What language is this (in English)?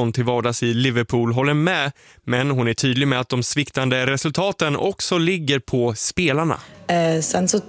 Swedish